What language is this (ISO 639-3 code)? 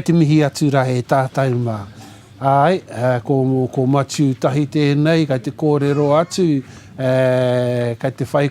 mri